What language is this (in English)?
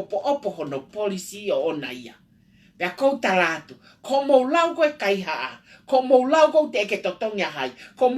Tongan